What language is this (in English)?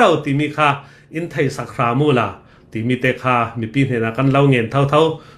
Hakha Chin